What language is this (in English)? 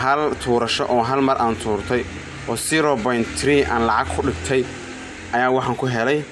Somali